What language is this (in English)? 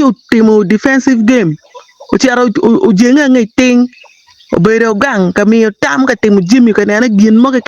Acoli